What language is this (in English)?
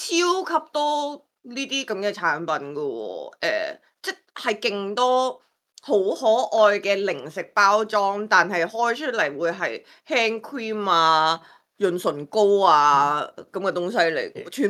Cantonese